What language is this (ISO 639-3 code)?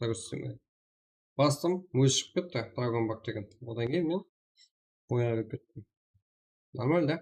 kaa